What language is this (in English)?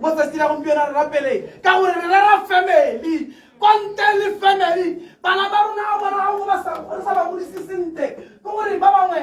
Tswana